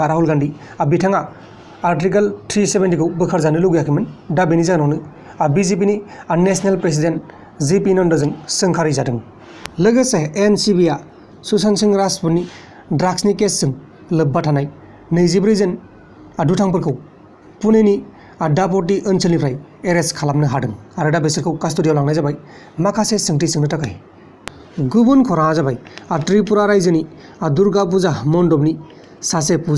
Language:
Bodo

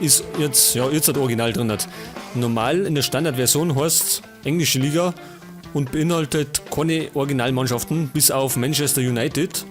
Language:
Bavarian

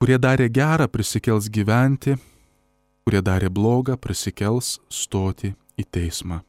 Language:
Lithuanian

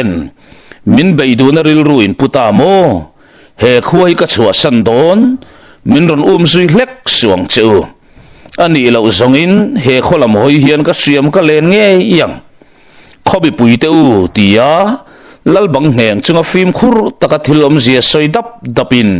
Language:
Mizo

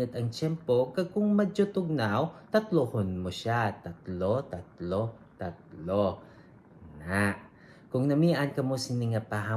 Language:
Hiligaynon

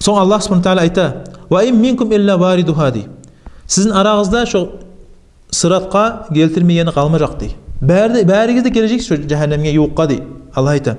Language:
Kumyk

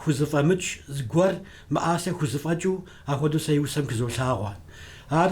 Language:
Kabardian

